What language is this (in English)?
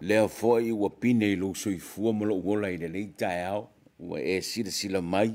Samoan